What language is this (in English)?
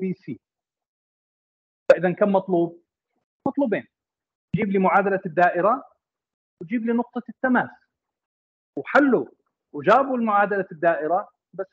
Arabic